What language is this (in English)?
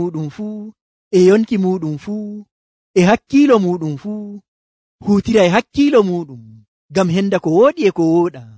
Nigerian Fulfulde